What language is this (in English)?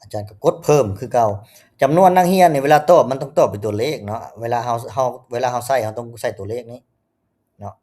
Lao